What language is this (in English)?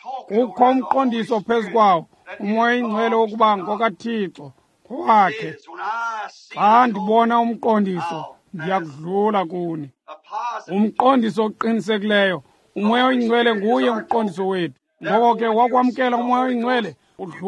Xhosa